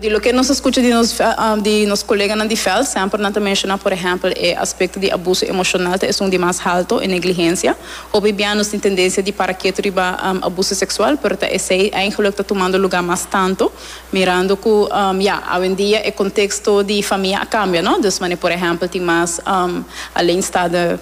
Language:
Papiamento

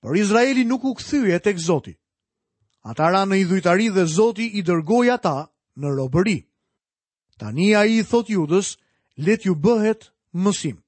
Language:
Albanian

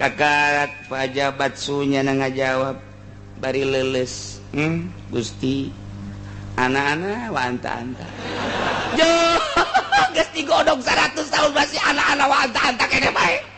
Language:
Sundanese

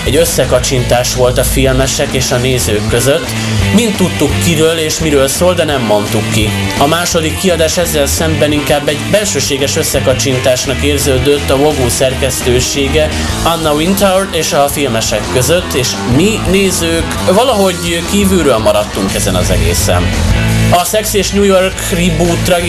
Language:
Hungarian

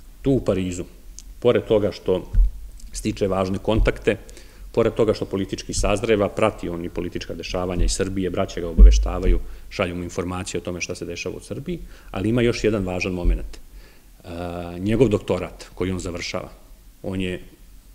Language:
Serbian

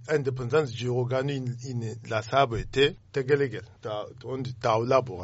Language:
Zarma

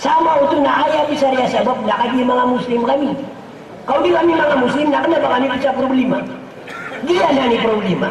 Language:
Maranao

